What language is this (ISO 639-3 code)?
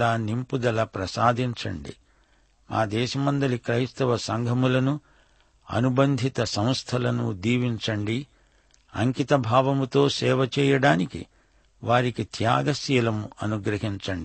tel